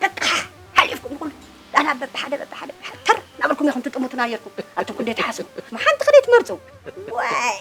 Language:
Tigrinya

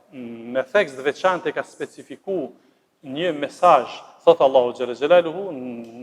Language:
Albanian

